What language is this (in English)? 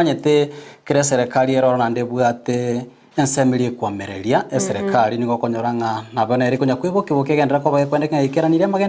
Gusii